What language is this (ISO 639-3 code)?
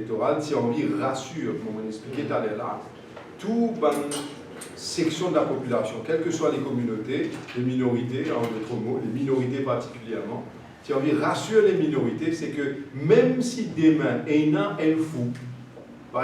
mfe